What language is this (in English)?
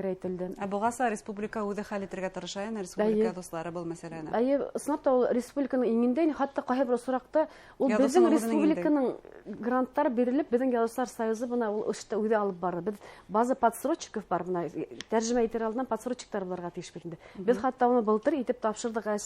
Bashkir